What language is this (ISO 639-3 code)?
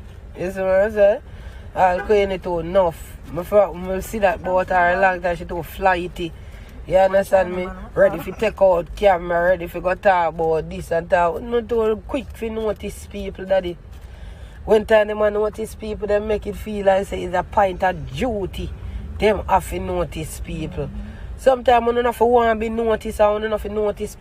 jam